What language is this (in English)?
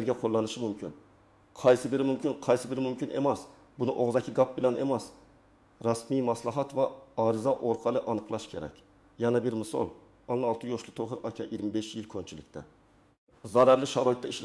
Uzbek